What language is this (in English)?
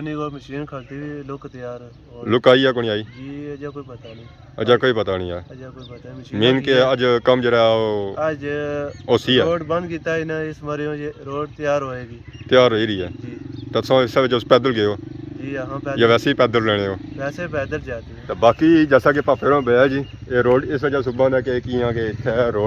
Pahari-Potwari